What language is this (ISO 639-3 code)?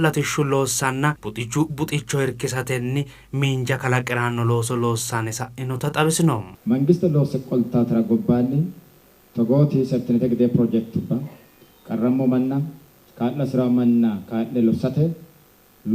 sid